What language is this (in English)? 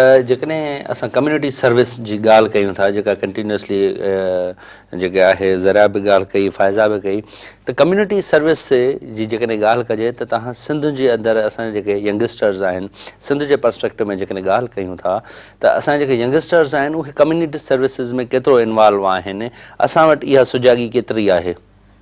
Sindhi